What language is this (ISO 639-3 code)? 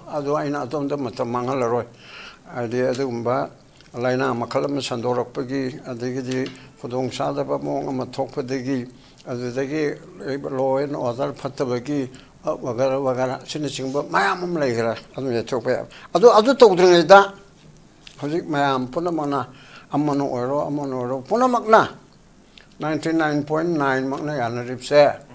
mni